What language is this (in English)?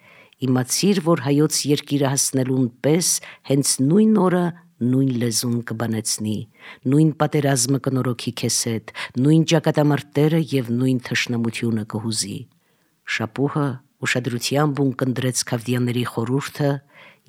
Armenian